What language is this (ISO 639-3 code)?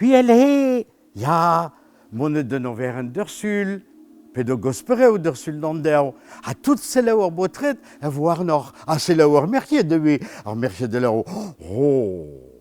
bre